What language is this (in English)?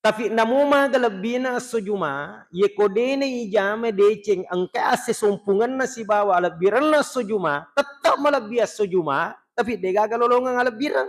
Buginese